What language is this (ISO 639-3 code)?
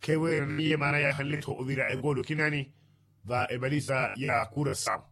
vmw